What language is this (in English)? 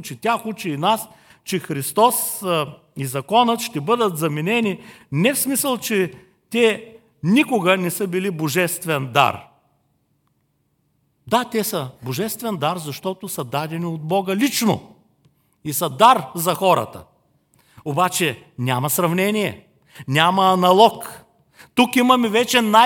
Bulgarian